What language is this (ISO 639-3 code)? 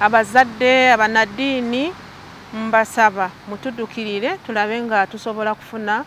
lug